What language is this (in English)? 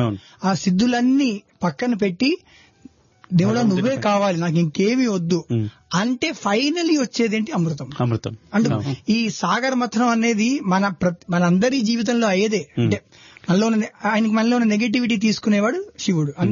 Telugu